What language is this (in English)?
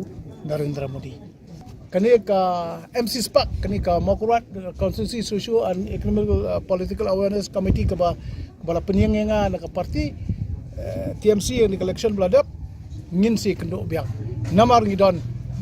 Khasi